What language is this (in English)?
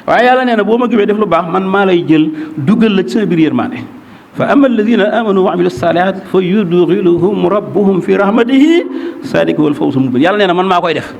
Wolof